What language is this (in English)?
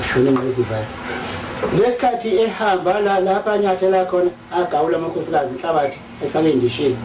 Zulu